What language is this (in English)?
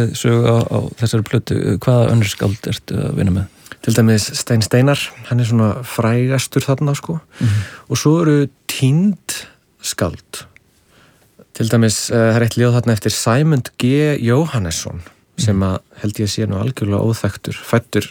Icelandic